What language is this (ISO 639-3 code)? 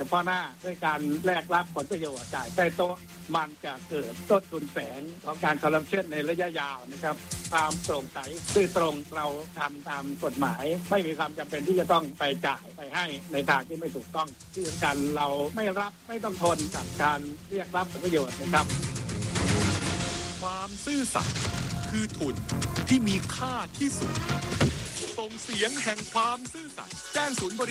tha